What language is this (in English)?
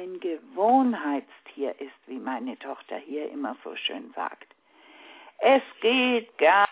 German